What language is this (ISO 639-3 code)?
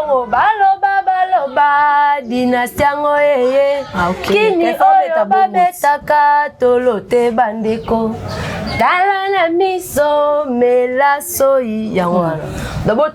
lin